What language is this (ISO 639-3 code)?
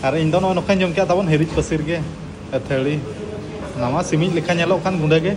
sat